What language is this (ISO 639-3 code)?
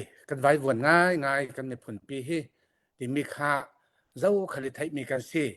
cnh